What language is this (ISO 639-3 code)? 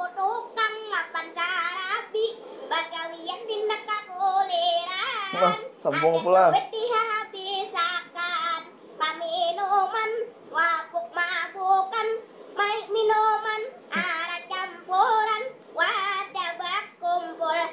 bjn